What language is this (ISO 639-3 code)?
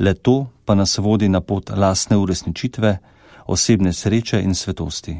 slv